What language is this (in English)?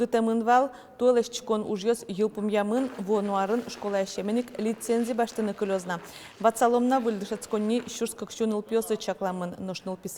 Udmurt